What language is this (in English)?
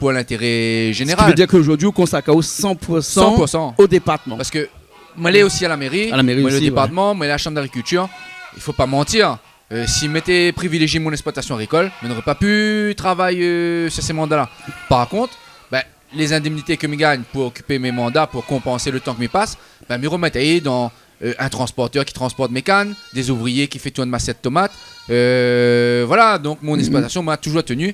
Réunion Creole French